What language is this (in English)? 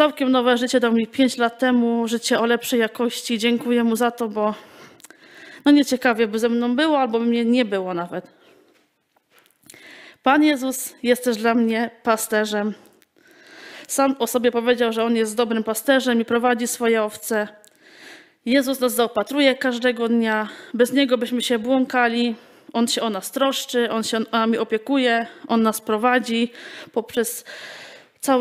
Polish